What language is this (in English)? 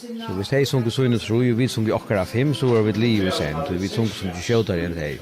Faroese